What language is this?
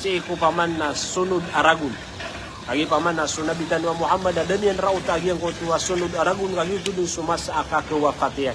Maranao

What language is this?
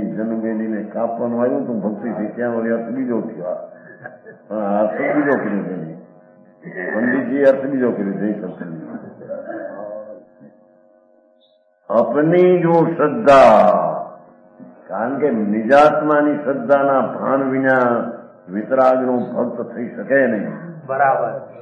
Gujarati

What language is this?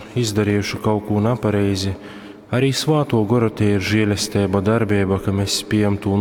Latgalian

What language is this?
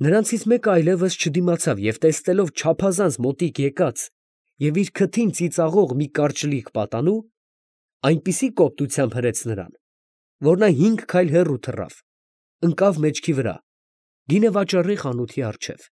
Armenian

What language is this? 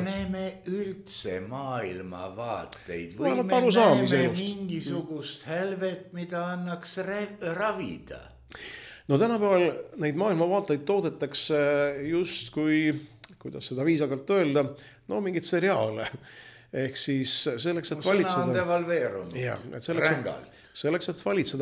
Estonian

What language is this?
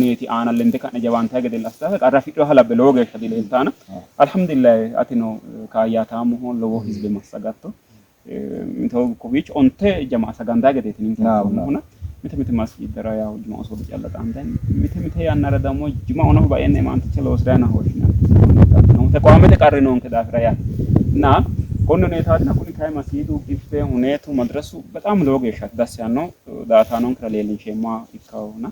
Sidamo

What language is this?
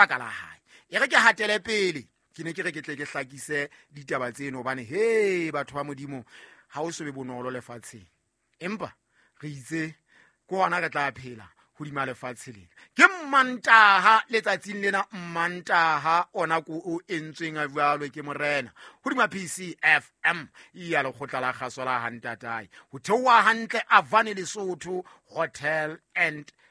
Southern Sotho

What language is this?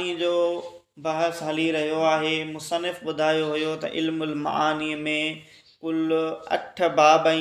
Sindhi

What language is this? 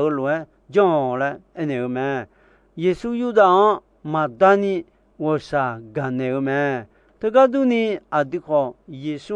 Akha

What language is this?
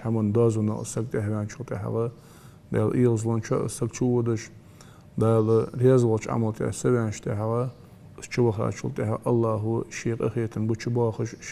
Ingush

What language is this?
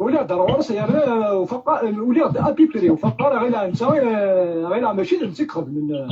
Kabyle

